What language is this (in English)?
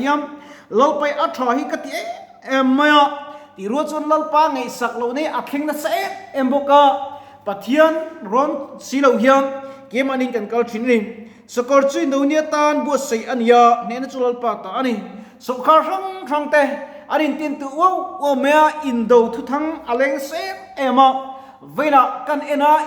Mizo